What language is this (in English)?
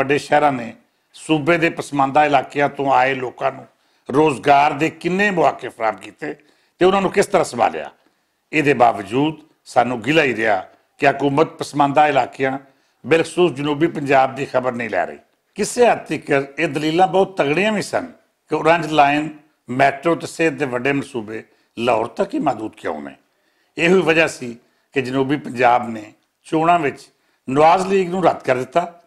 Western Panjabi